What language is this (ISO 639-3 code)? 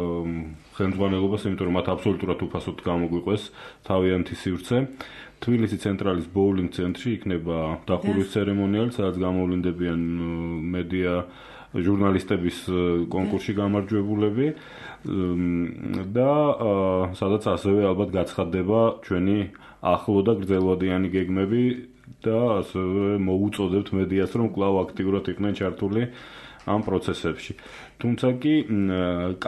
kat